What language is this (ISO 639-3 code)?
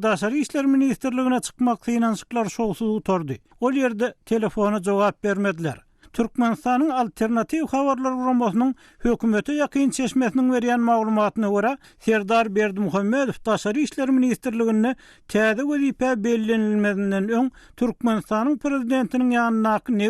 tuk